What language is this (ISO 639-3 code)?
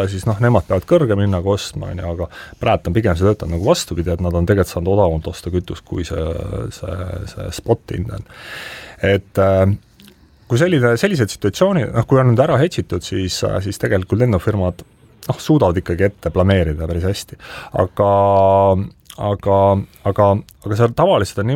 est